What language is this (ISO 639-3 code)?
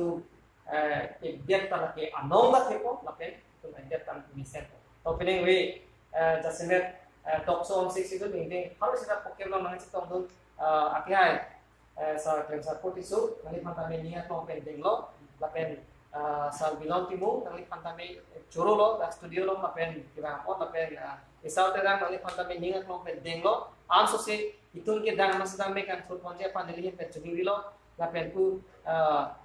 mjw